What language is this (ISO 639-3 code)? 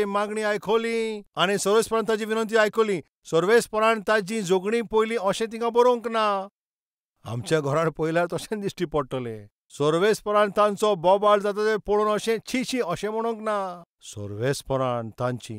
kok